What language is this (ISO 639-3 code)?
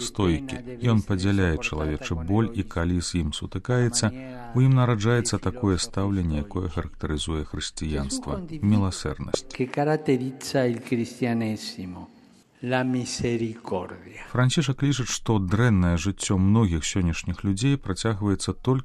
bel